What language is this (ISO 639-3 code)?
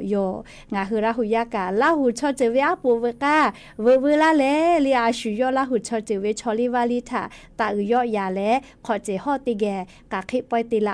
lhu